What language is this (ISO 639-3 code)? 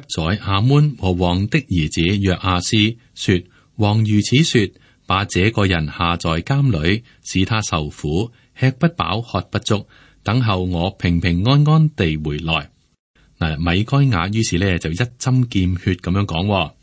yue